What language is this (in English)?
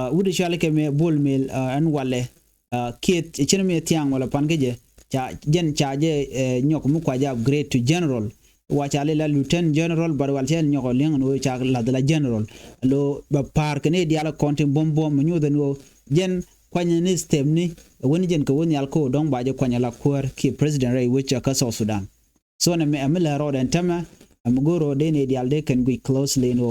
Nuer